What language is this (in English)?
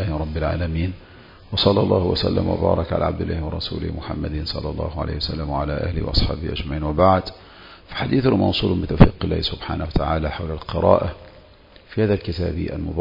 Arabic